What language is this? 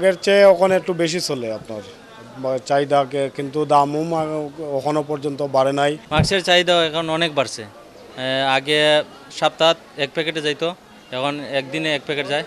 Sylheti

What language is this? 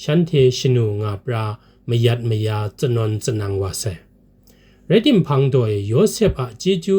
Kachin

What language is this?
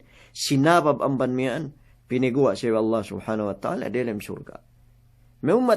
Yakan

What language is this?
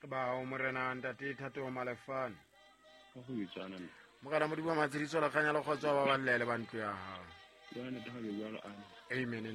Southern Sotho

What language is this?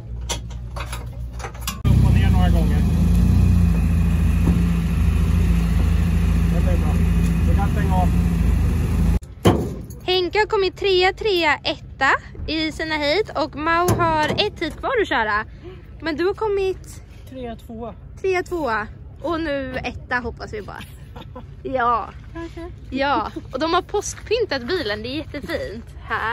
Swedish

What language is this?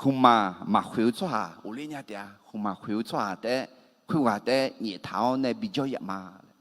Akha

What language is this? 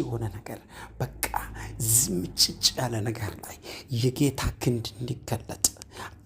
Amharic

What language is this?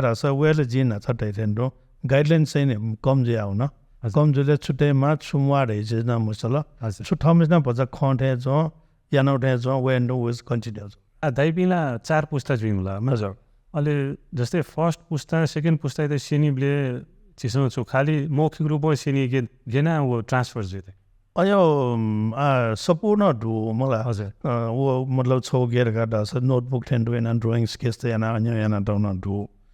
Newari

